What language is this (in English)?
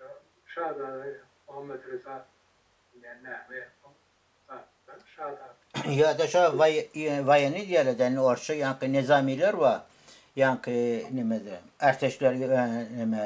Turkmen